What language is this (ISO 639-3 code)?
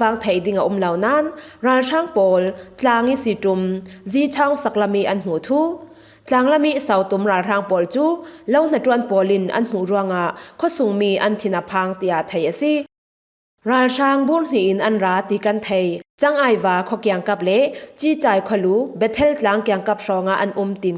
cfm